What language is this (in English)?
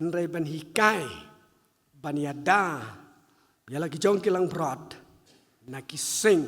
Khasi